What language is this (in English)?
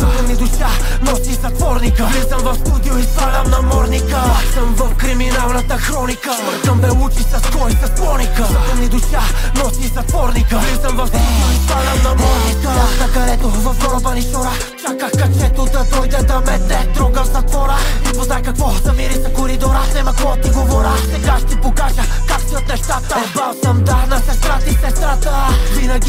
Bulgarian